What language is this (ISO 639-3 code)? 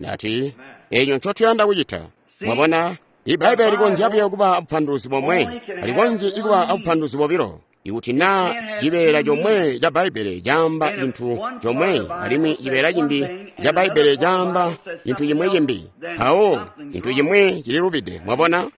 toi